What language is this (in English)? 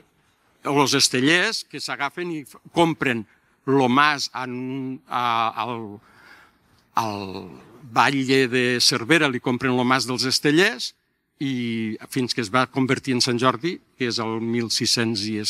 Catalan